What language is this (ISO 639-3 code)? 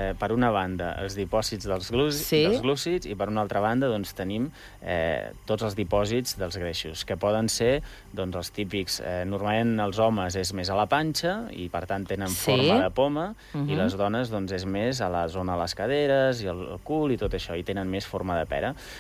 cat